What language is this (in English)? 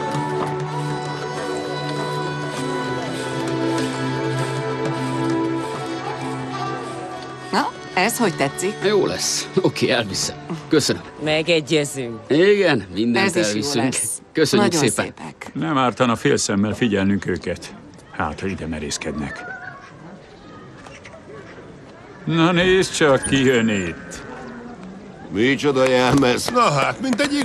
Hungarian